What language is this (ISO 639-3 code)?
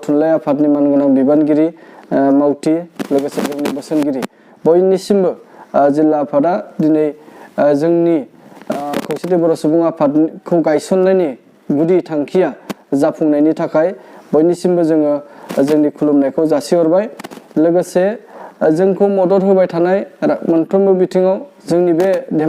brx